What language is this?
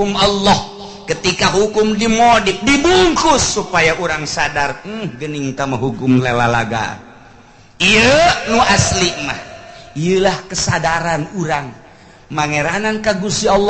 Sundanese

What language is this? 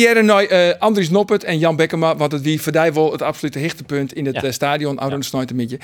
Western Frisian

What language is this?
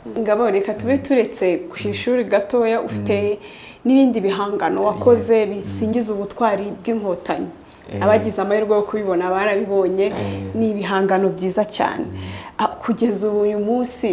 Kinyarwanda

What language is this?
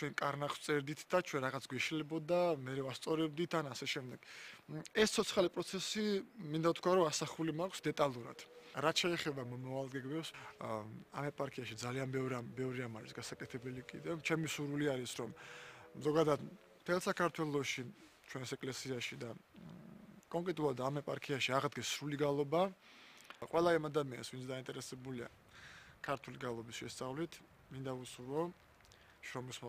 Georgian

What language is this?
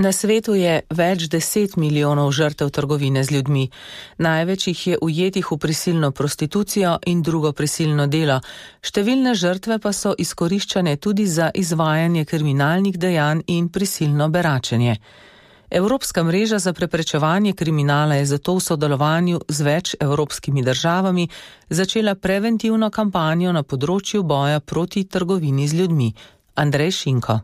Slovenian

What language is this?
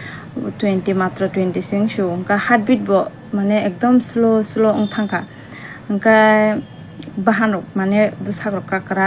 Kok Borok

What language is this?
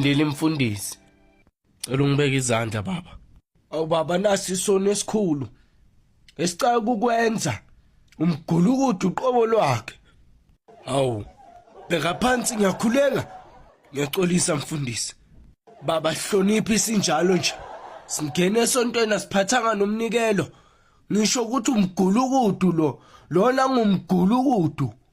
Zulu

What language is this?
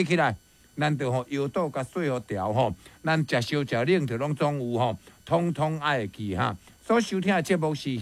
Min Nan Chinese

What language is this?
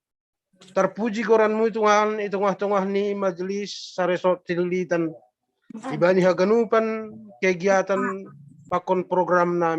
Batak Simalungun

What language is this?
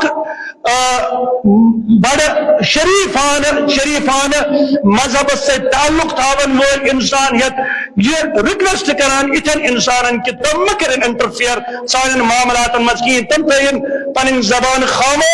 Kashmiri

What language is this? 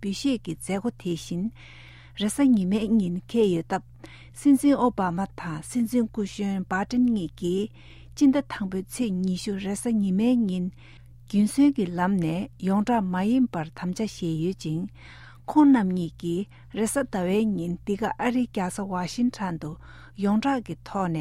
Tibetan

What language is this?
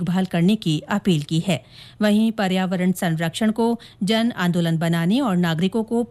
Hindi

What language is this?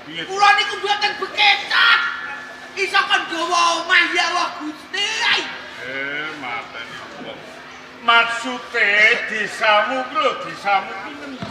Javanese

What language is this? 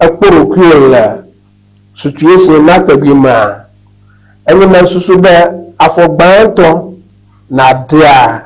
Ewe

